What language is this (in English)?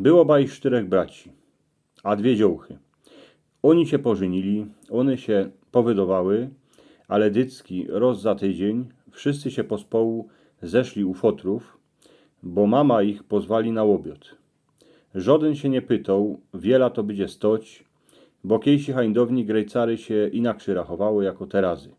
Silesian